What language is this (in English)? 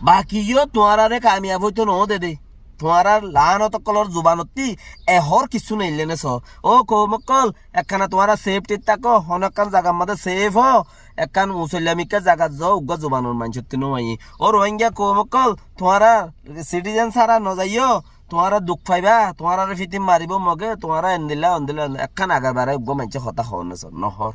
Rohingya